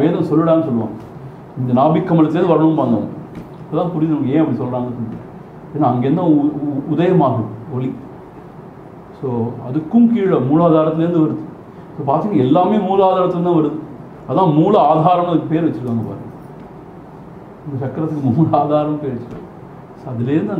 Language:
Tamil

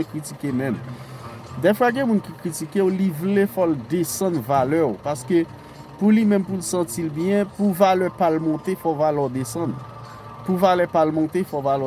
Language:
Haitian Creole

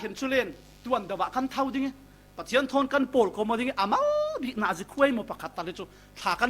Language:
Falam Chin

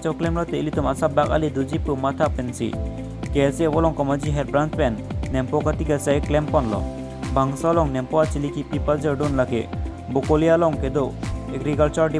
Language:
Karbi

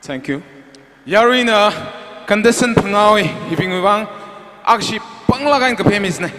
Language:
Tangkhul Naga (India)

